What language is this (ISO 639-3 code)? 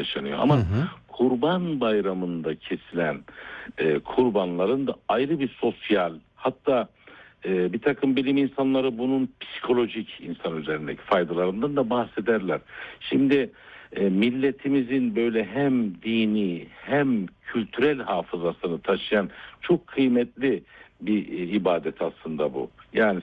tur